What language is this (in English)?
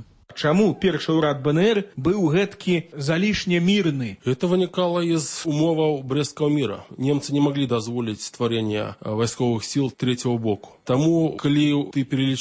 Belarusian